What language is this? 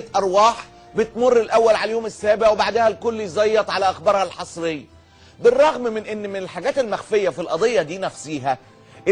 Egyptian Arabic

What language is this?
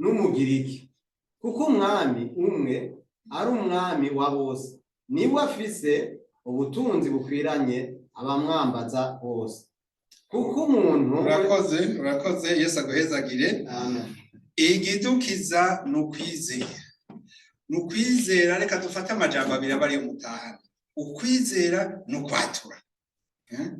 Rundi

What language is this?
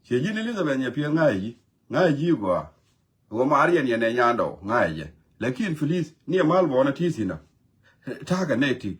Nuer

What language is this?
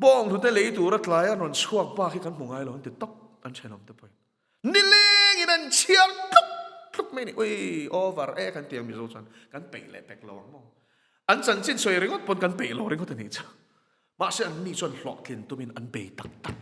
Mizo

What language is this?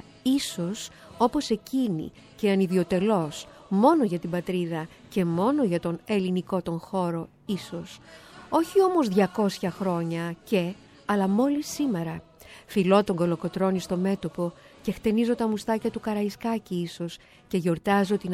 Greek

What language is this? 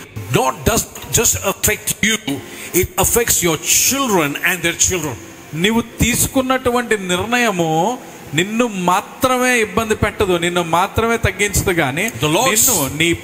Telugu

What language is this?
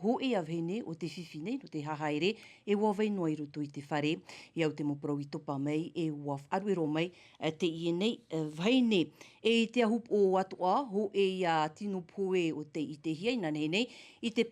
Tahitian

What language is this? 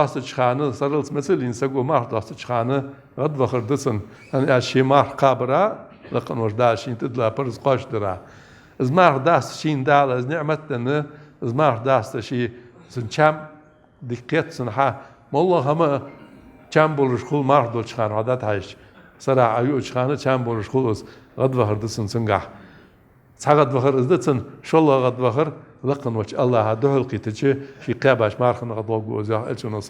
Ingush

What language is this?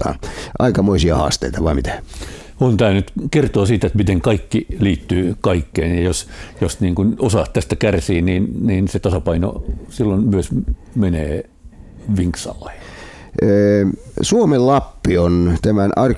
Finnish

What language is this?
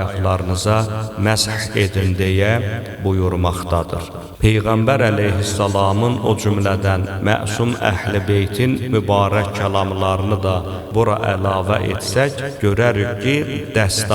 Azerbaijani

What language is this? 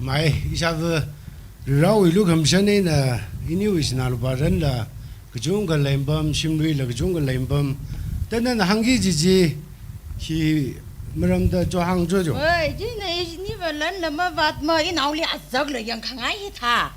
Tangkhul Naga (India)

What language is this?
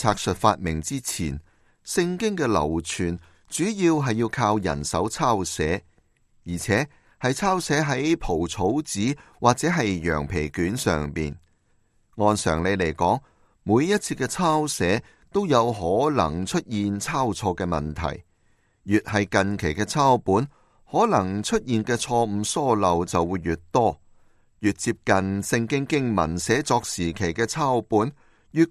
Cantonese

